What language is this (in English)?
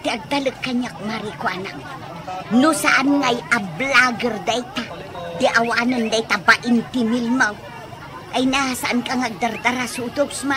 Iloko